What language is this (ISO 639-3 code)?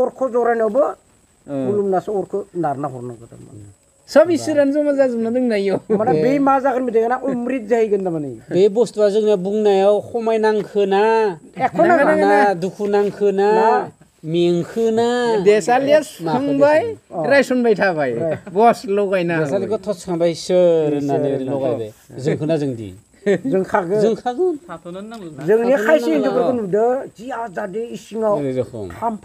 brx